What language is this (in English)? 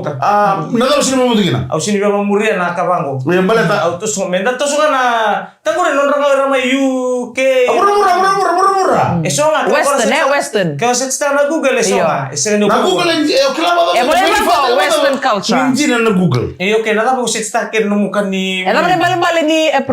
Fijian